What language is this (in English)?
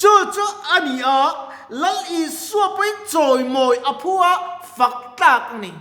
Mizo